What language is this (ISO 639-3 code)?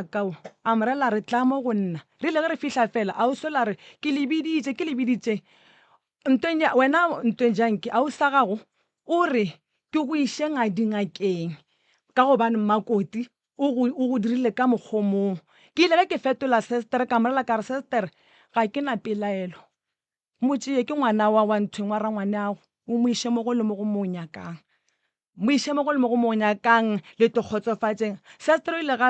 nso